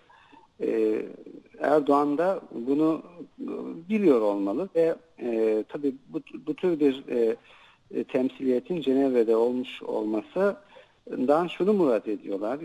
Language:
Turkish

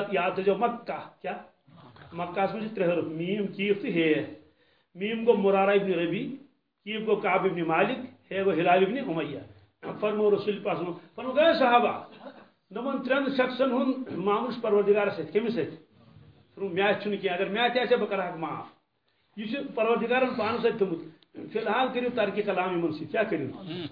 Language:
Kashmiri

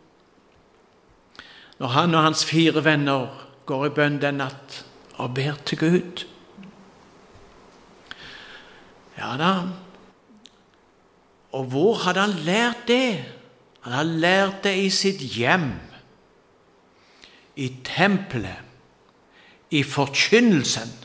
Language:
Norwegian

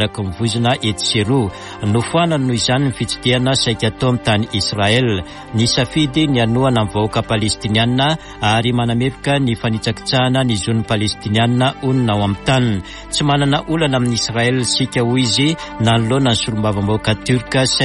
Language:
Malagasy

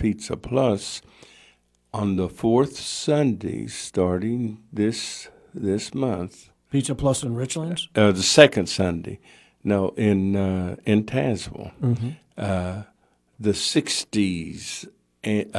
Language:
English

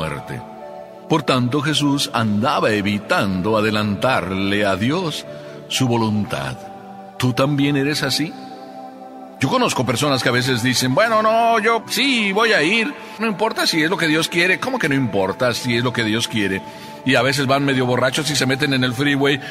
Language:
Spanish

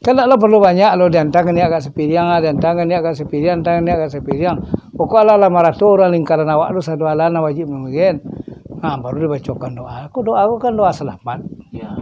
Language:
Minangkabau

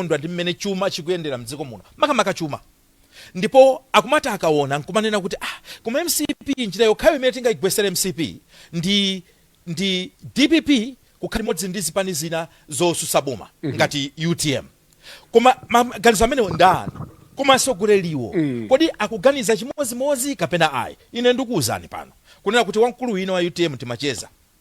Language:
Nyanja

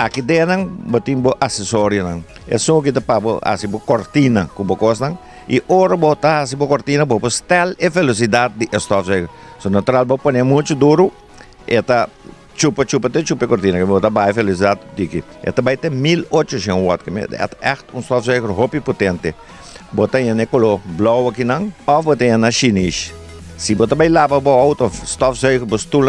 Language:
Papiamento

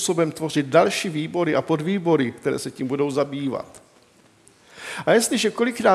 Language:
Czech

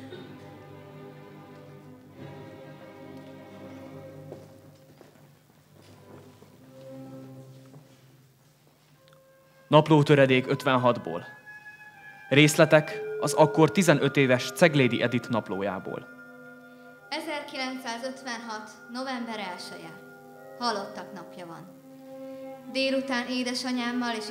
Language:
Hungarian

